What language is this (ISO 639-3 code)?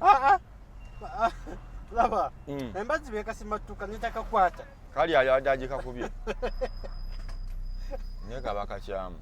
lug